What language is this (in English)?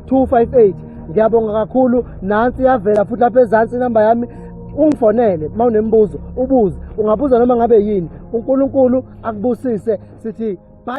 Zulu